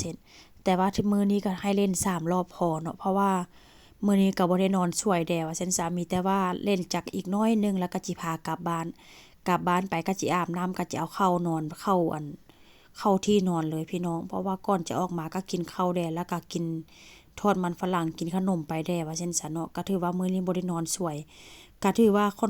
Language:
Lao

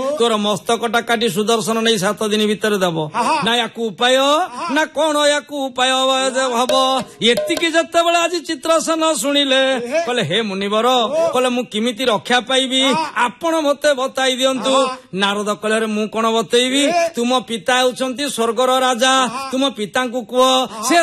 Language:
Odia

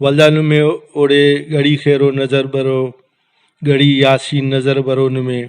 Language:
Brahui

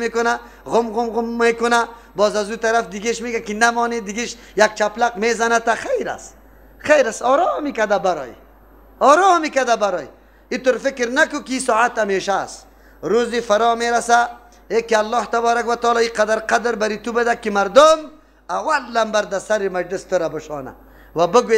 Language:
Persian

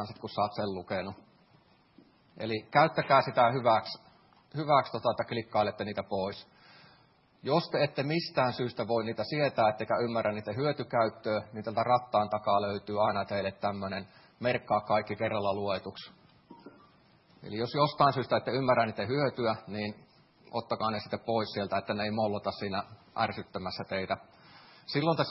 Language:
Finnish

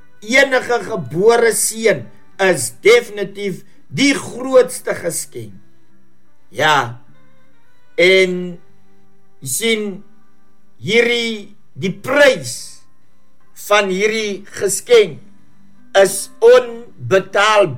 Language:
Afrikaans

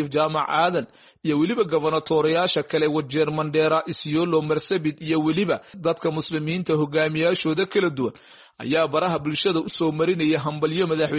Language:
Somali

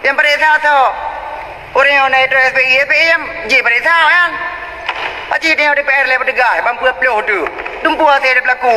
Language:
Achinese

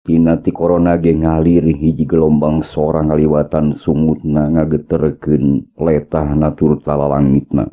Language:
Sundanese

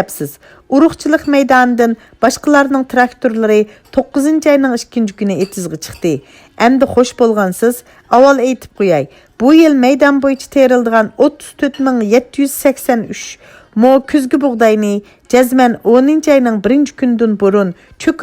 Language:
Uyghur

